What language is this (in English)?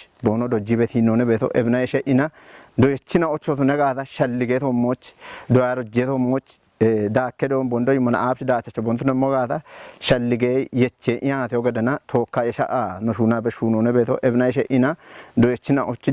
Kafa